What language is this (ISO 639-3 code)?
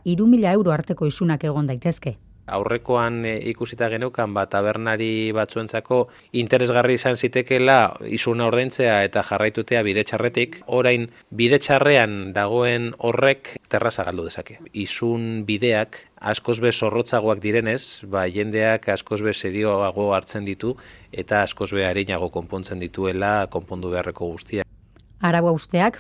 eus